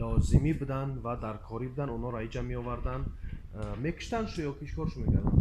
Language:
Tajik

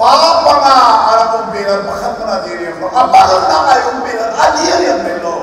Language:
Hakha Chin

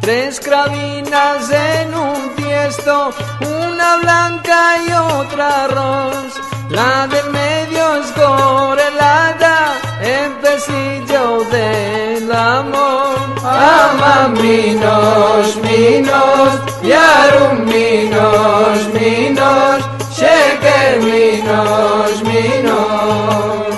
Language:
Ladino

